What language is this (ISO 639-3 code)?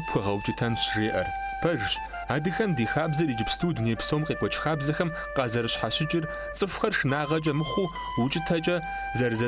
kbd